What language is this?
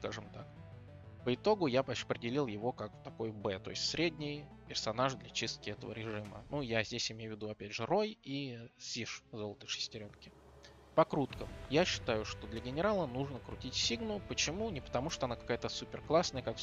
Russian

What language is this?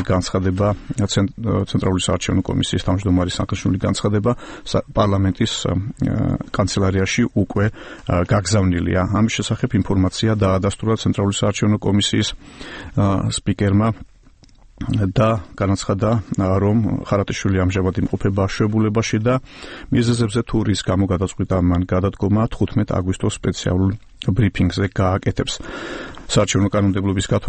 Georgian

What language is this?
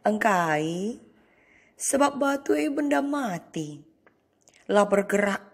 Batak Karo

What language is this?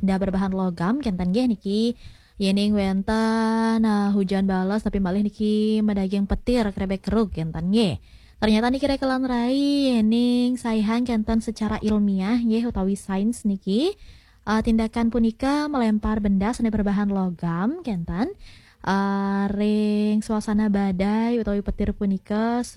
Balinese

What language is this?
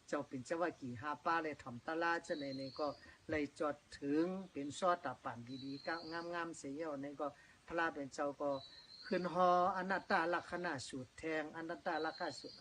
Shan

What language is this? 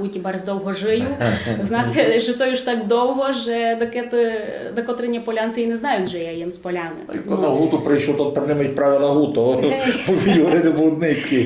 Rusyn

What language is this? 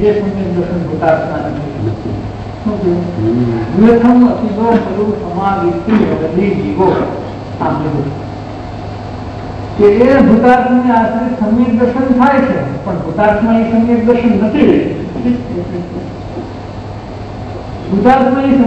Gujarati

